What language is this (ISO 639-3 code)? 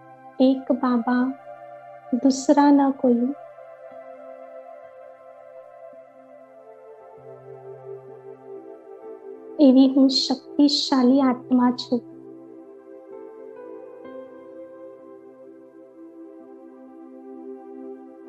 guj